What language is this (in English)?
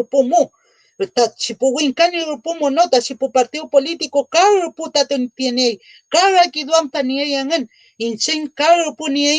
Mapuche